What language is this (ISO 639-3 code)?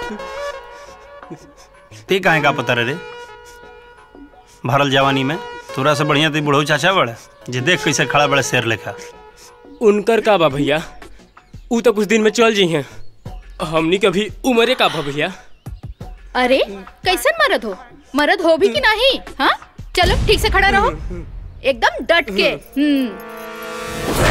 bho